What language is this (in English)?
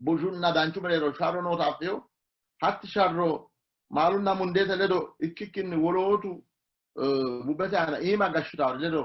Sidamo